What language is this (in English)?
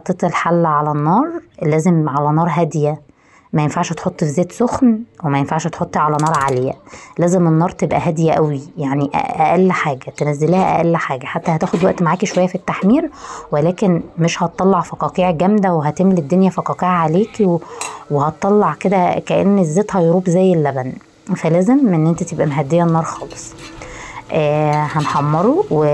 Egyptian Arabic